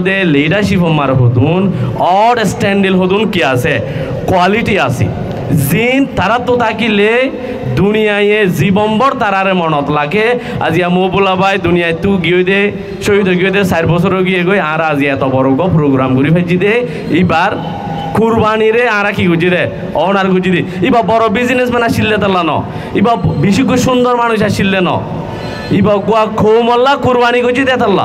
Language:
Rohingya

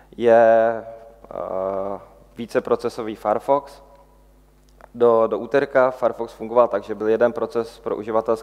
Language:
Czech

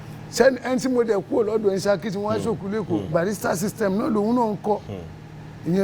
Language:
Yoruba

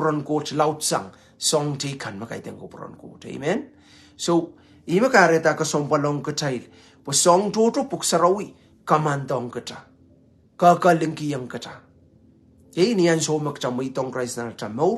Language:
Pohnpeian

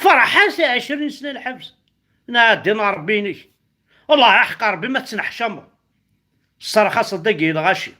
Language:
Kabyle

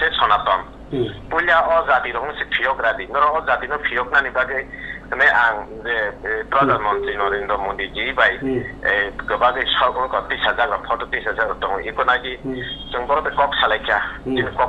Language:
Kok Borok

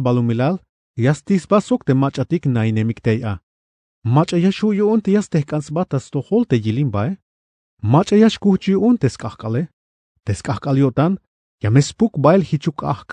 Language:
Tzeltal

